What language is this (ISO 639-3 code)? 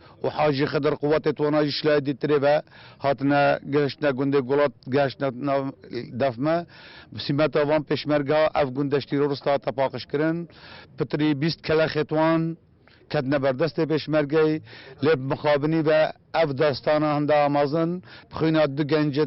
kur